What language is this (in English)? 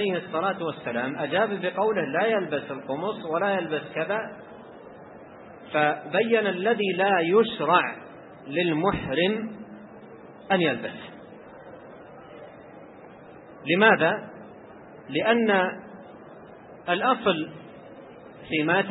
Arabic